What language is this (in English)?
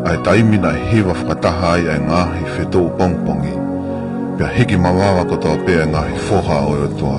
Tongan